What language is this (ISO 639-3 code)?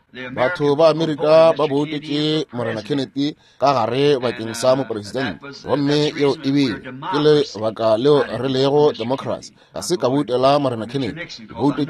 nso